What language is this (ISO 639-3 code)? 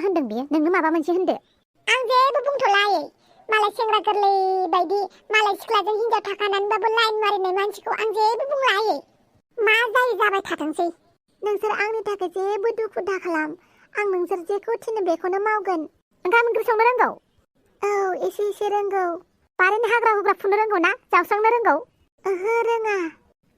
brx